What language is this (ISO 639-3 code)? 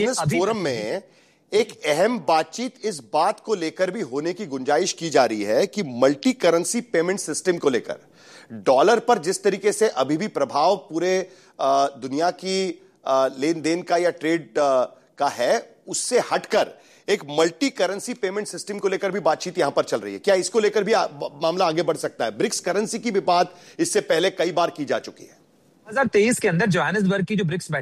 hin